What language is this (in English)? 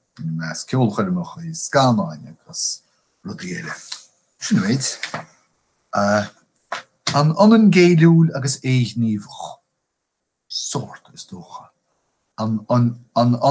Irish